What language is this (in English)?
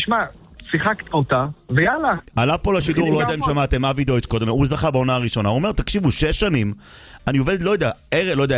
Hebrew